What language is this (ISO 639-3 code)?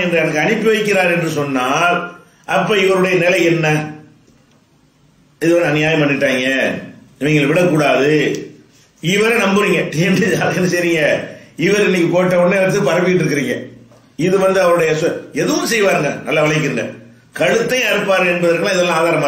tam